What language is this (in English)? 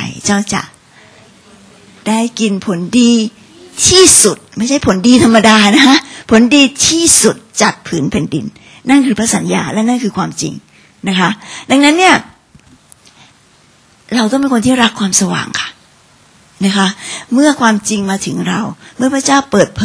Thai